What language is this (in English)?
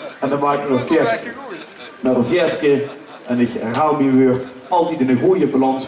Limburgish